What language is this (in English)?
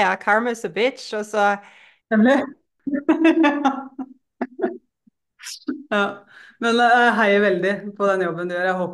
Norwegian